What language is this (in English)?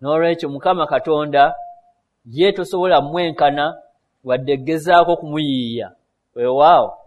Ganda